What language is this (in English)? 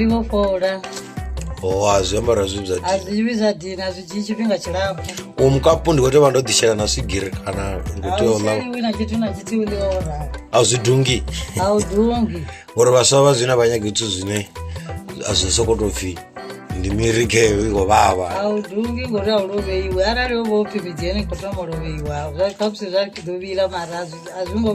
Venda